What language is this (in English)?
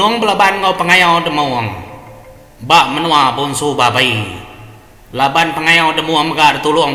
Iban